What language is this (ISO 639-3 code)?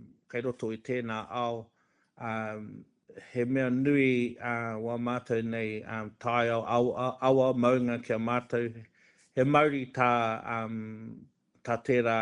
mri